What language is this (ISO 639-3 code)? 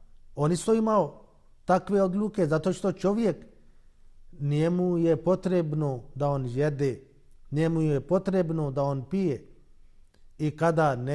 bos